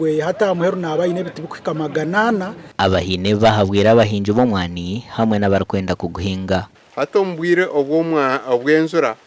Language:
Nyankole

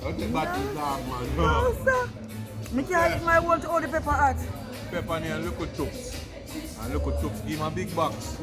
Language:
Jamaican Creole English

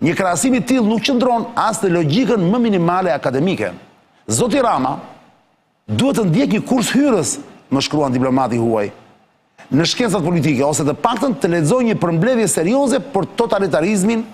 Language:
Albanian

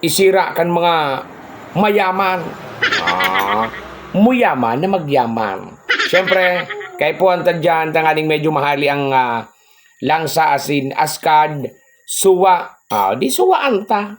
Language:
Bikol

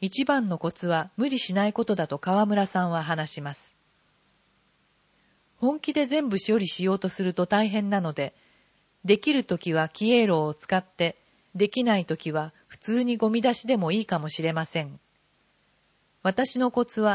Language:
Japanese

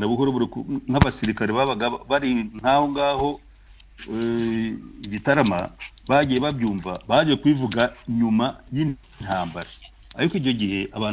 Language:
Kinyarwanda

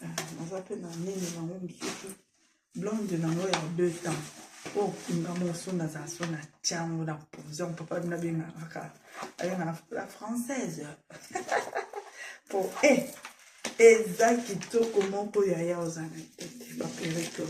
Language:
Lingala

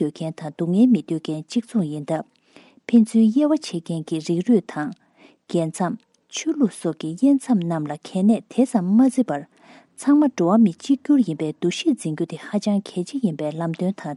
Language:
Tibetan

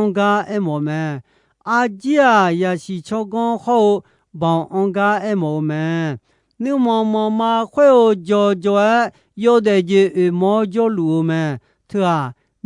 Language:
Akha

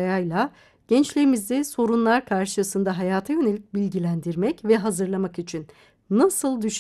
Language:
Turkish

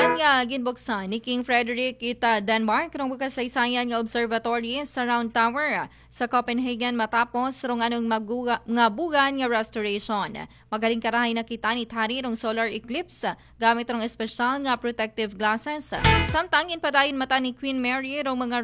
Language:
Aklanon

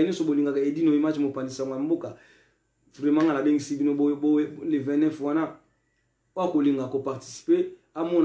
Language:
Lingala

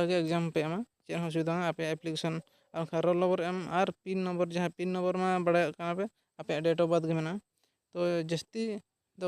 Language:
Santali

